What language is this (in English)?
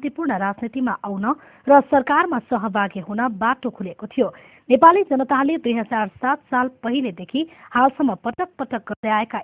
Nepali